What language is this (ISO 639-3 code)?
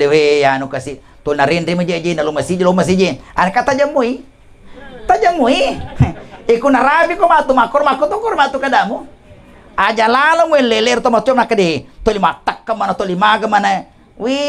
bug